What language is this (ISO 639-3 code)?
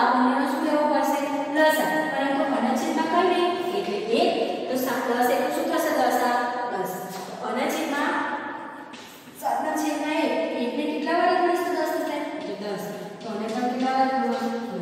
guj